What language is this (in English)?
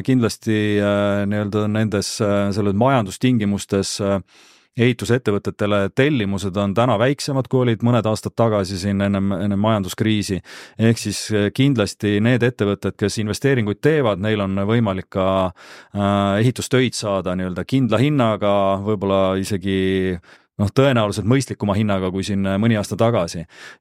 Estonian